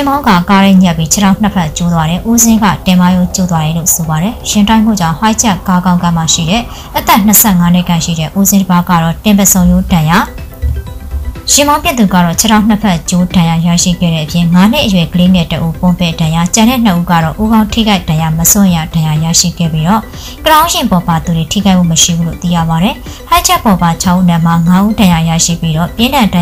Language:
Burmese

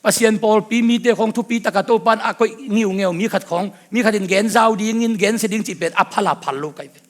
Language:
Tedim Chin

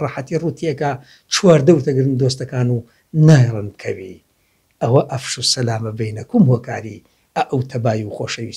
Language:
Central Kurdish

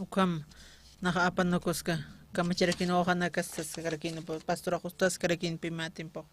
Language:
Aymara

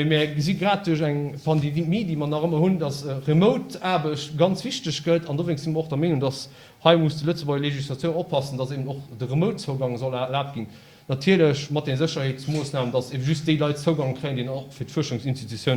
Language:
Luxembourgish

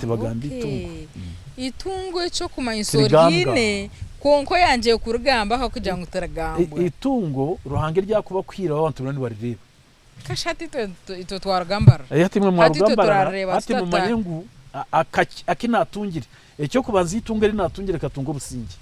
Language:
Nyankole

